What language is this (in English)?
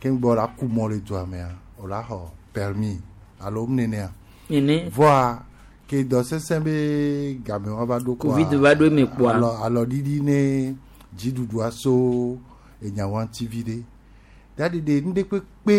Gen